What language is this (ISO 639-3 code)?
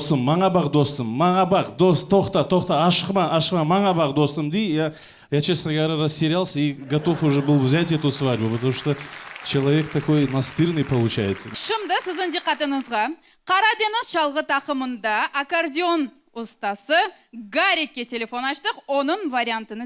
crh